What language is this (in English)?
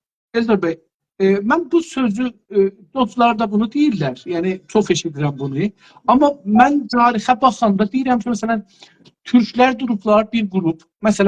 South Azerbaijani